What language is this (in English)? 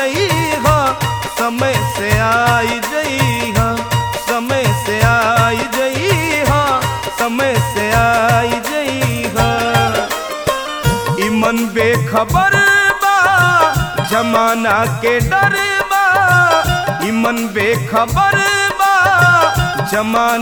Bhojpuri